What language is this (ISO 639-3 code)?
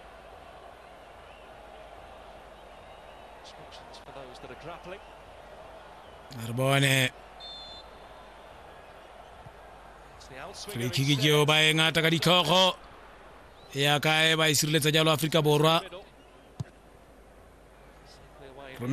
tsn